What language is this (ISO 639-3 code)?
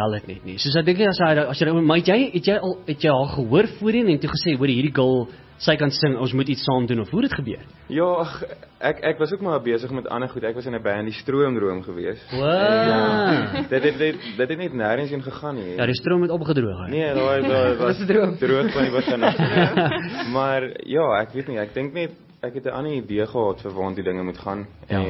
afr